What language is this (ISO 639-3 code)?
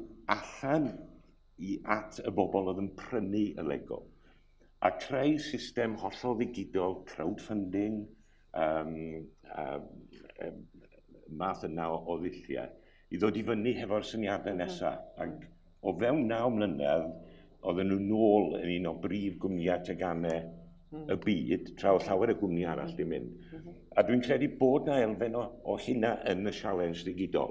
cym